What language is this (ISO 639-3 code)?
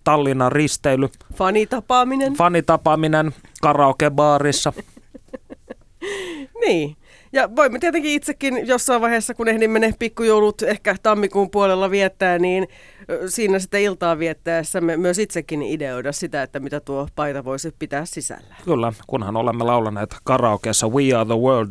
fin